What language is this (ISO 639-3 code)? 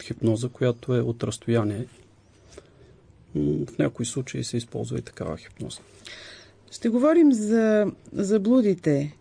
bul